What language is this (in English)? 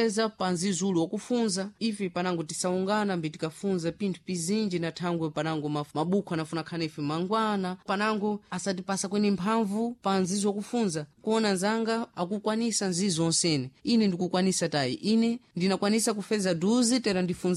Sena